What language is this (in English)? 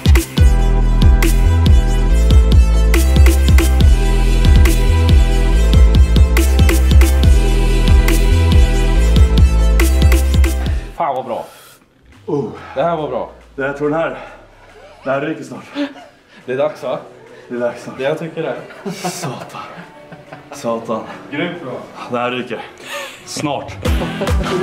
Swedish